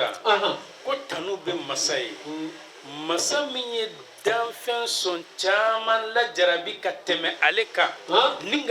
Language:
Bambara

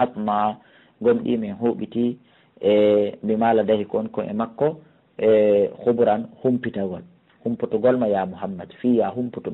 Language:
Fula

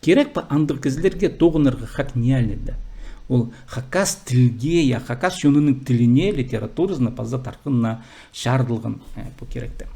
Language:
Khakas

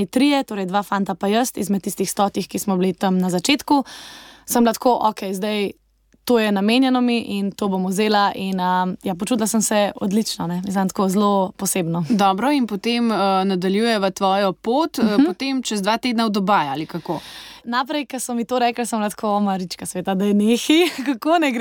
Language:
Slovenian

